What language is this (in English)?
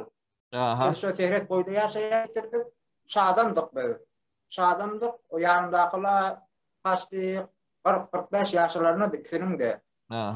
Turkmen